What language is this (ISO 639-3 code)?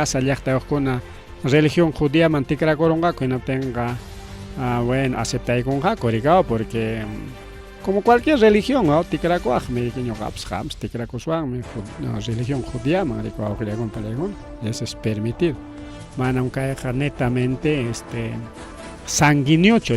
quy